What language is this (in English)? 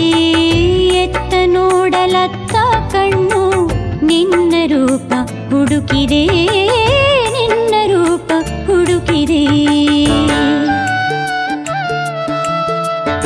Kannada